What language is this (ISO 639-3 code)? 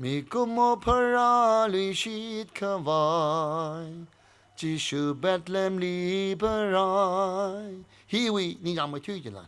nmf